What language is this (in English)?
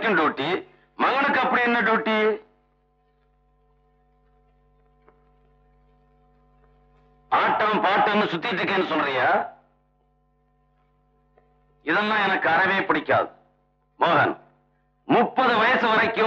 Tamil